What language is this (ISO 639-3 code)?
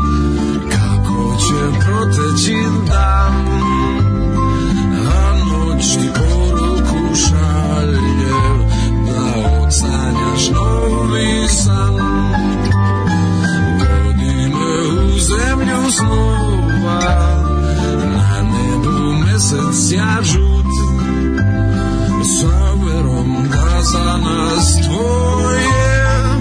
srp